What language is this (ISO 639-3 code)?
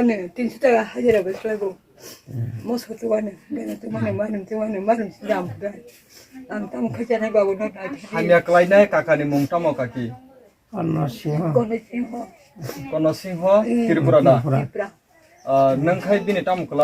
trp